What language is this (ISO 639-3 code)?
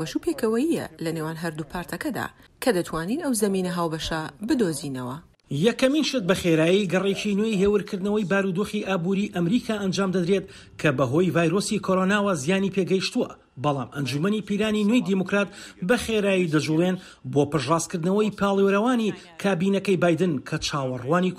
ckb